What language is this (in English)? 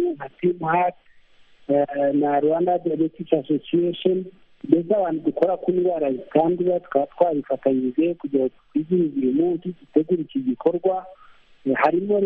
Kinyarwanda